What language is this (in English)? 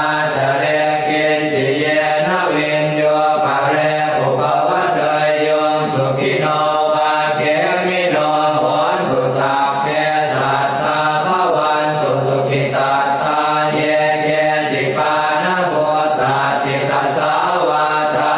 Pali